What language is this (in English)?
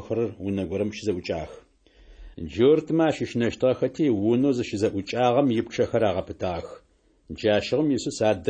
Adyghe